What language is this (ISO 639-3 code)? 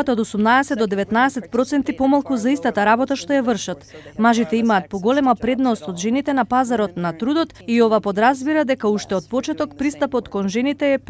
mkd